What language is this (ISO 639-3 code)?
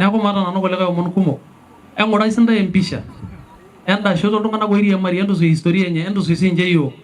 mas